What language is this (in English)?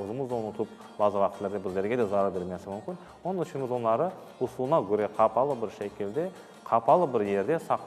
Crimean Tatar